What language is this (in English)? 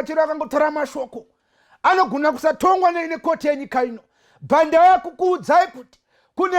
Shona